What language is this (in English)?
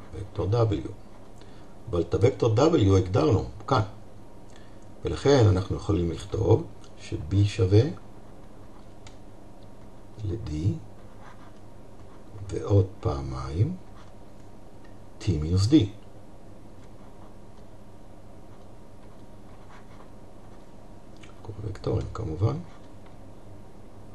Hebrew